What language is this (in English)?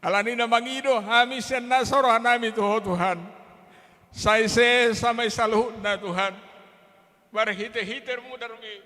Batak Toba